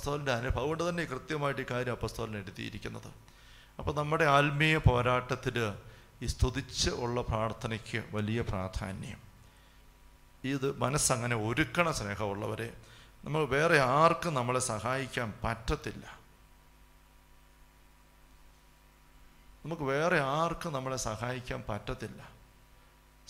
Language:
Malayalam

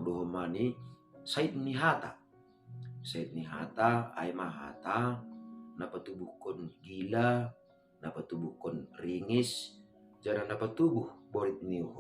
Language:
Batak Simalungun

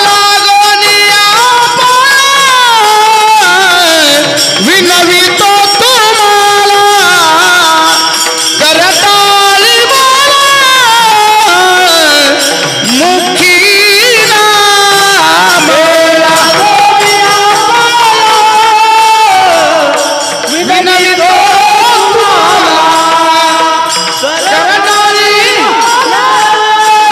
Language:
Marathi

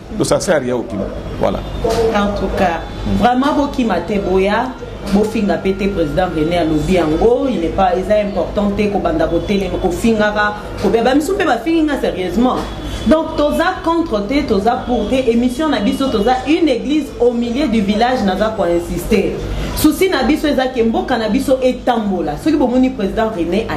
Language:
Lingala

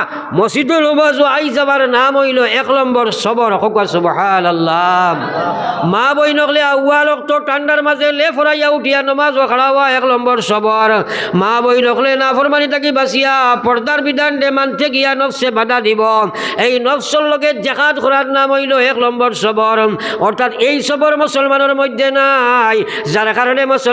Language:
Sylheti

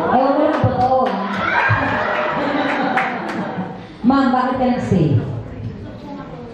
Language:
Filipino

